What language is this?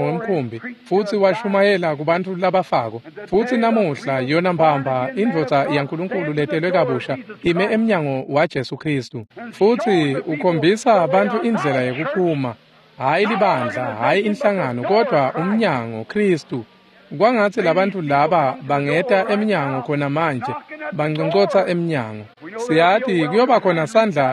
Swati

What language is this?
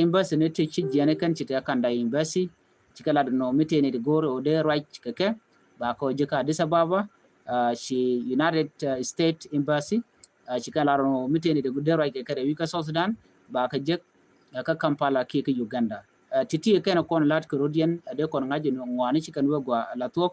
Nuer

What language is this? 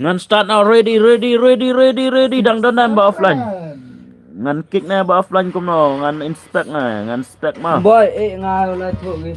Khasi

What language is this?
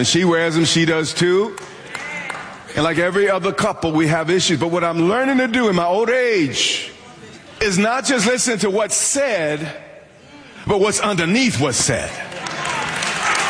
English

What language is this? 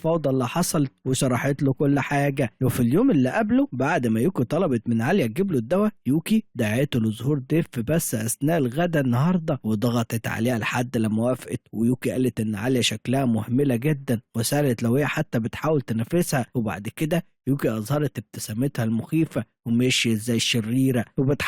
Egyptian Arabic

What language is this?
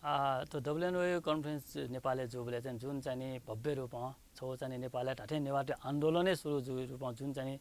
Newari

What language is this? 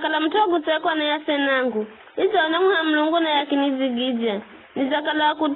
Giryama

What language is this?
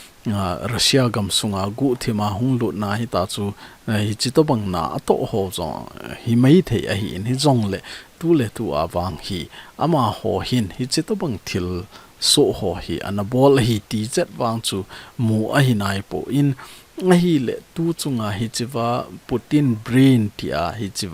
Thado Chin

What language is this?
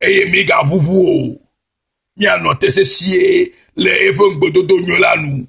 Ewe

